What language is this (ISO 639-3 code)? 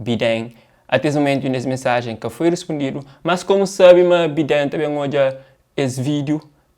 kea